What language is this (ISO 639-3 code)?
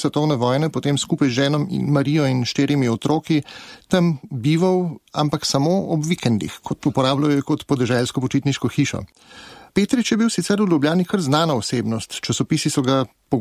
slv